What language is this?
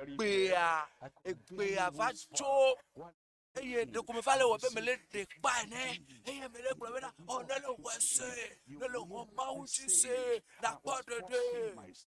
Ewe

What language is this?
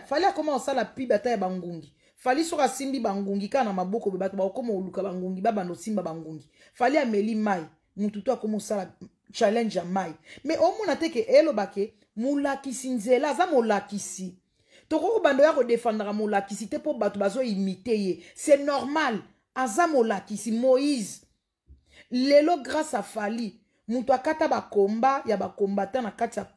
Lingala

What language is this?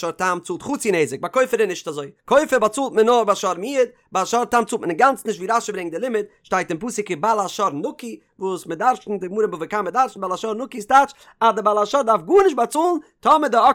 Yiddish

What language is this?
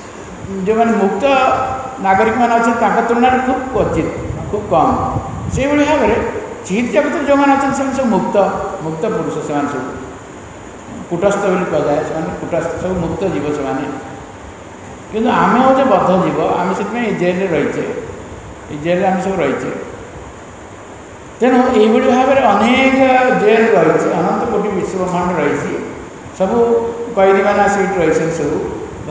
Odia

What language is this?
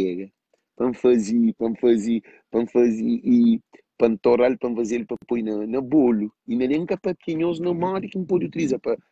Kabuverdianu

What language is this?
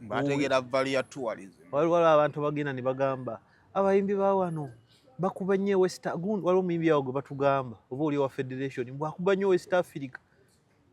Ganda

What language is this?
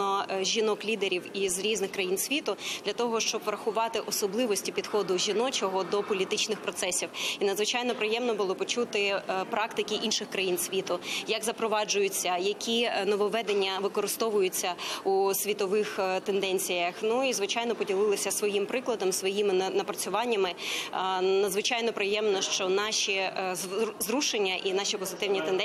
Ukrainian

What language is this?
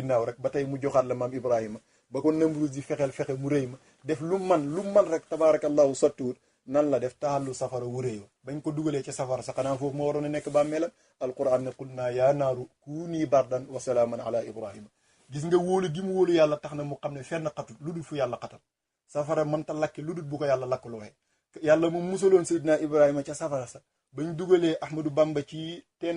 Wolof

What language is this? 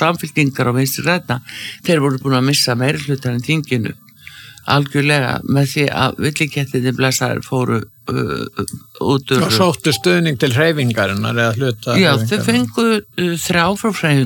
Icelandic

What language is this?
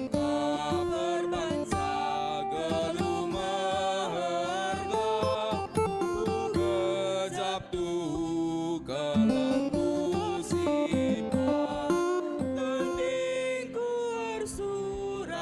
Batak Karo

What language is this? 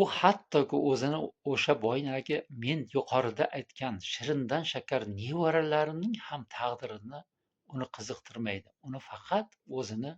Uzbek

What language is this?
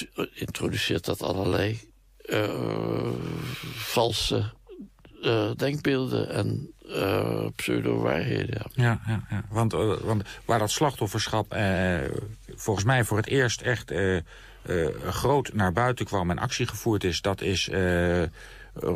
Dutch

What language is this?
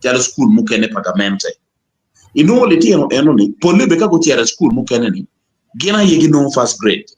Acoli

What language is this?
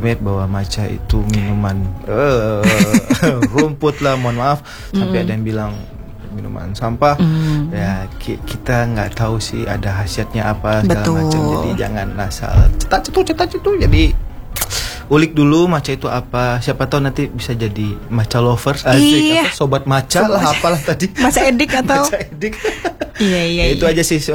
Indonesian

